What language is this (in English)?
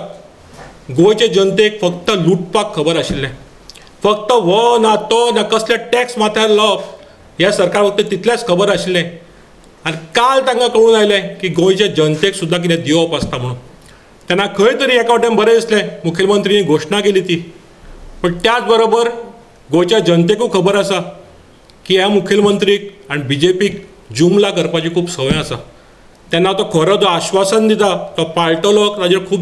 Konkani